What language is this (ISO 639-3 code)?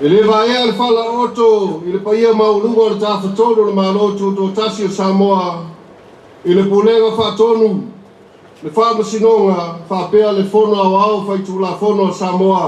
smo